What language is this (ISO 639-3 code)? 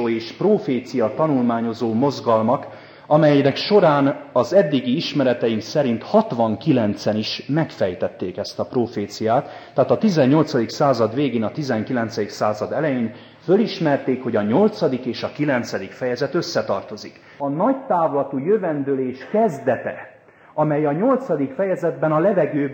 hun